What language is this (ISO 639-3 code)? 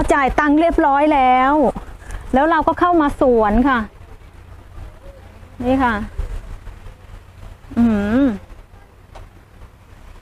tha